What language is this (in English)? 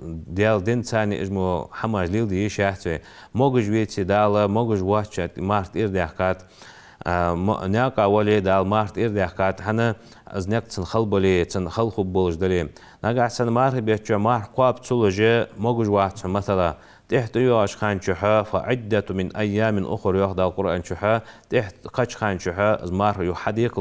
Ingush